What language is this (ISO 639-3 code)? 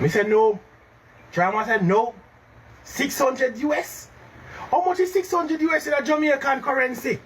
jam